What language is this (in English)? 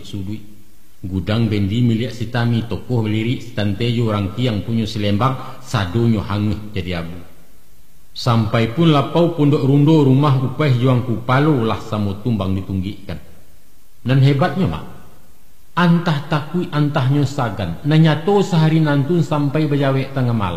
Minangkabau